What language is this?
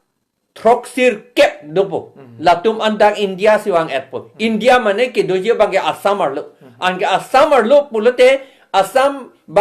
Karbi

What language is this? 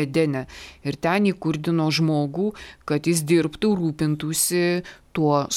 Lithuanian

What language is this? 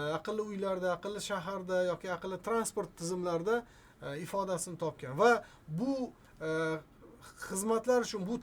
Uzbek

